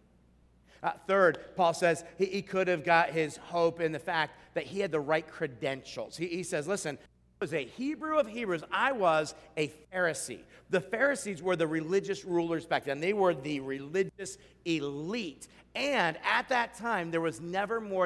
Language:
English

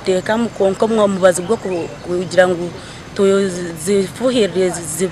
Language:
Nyankole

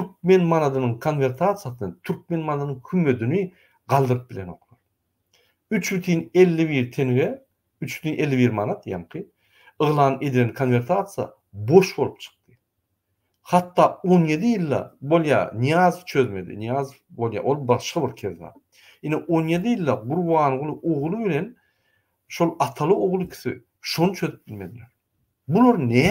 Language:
Turkmen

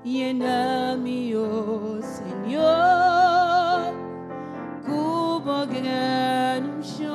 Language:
Papiamento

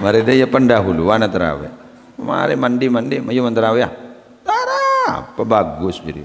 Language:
Madurese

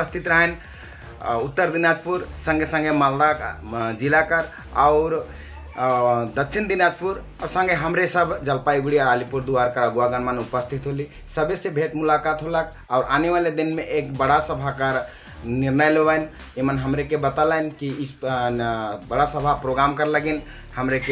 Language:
Sadri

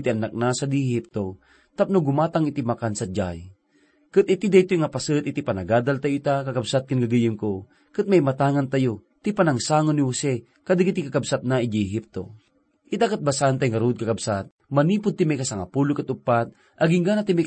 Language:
Iloko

